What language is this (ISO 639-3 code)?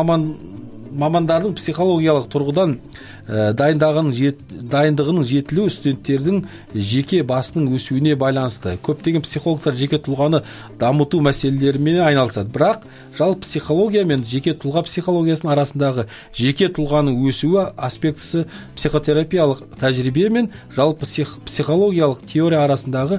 kaz